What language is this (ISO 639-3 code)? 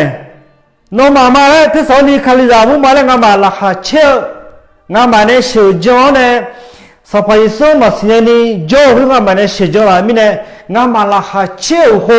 ahk